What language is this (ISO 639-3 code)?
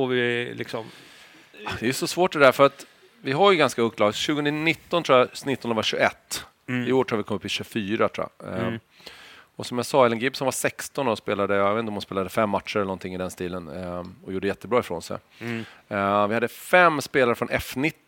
swe